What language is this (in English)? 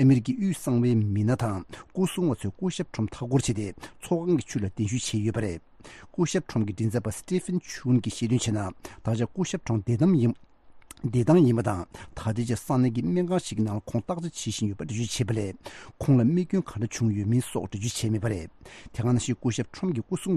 Tibetan